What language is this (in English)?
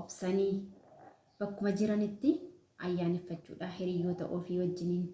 Oromo